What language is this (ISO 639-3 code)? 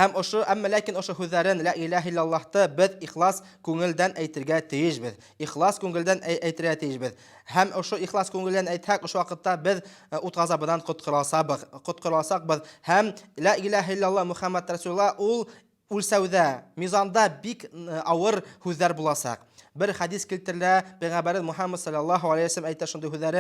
bak